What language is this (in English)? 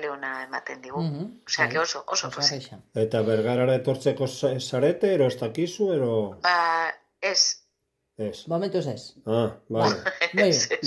Basque